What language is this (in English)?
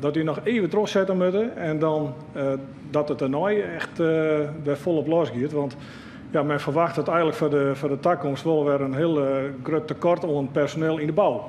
Western Frisian